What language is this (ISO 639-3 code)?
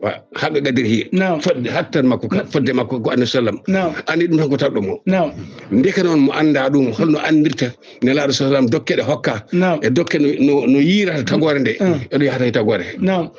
ful